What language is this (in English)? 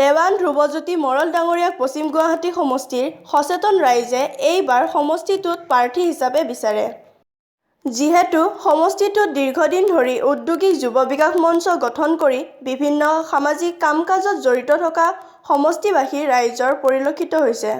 Assamese